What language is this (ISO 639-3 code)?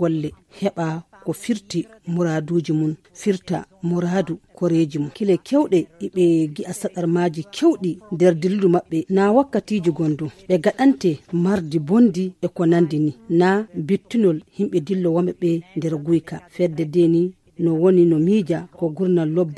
ful